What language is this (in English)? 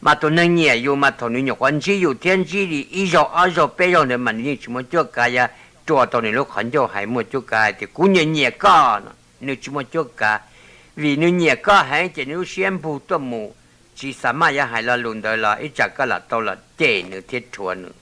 Hmong